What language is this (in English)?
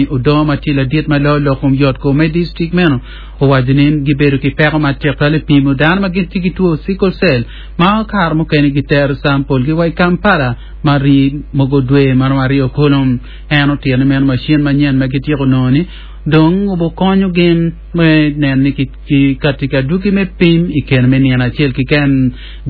Acoli